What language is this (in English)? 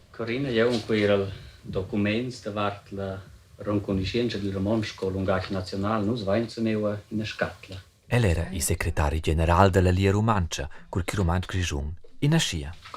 Romansh